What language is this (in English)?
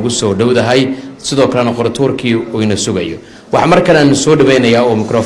Somali